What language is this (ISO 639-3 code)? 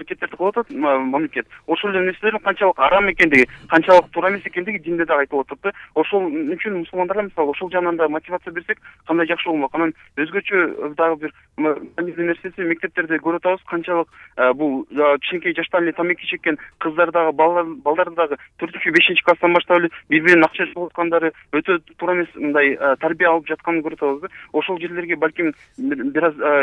kir